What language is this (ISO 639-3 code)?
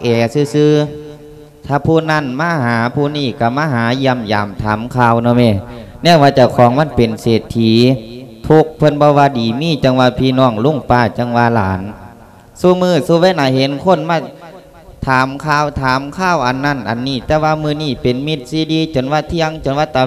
lao